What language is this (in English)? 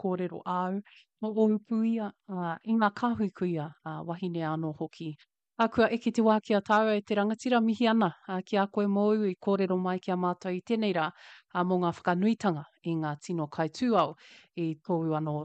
Māori